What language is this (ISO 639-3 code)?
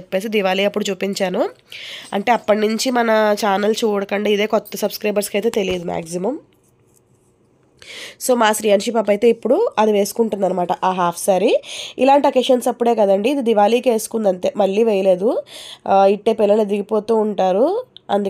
tel